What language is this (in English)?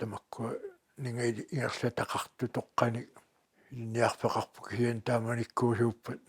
Kalaallisut